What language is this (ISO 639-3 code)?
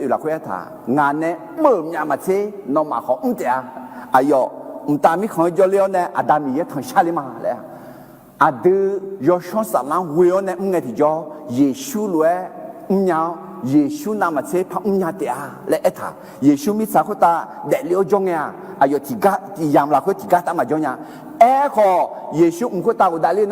ahk